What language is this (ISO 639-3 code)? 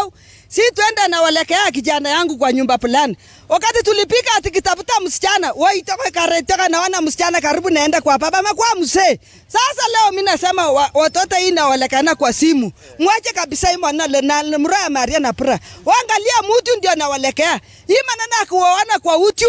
swa